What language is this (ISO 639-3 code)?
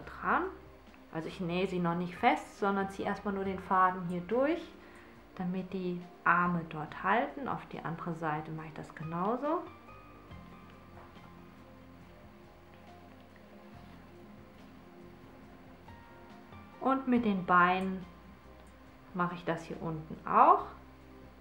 deu